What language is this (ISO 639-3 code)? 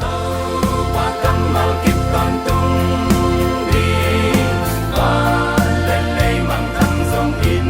ctd